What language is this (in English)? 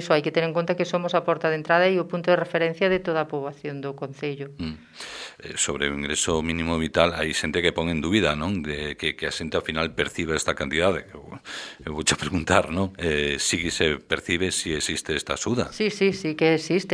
Galician